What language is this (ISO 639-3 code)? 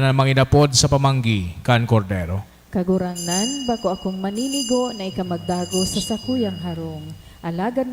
bik